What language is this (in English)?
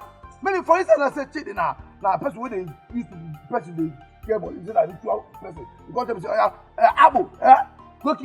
Nigerian Pidgin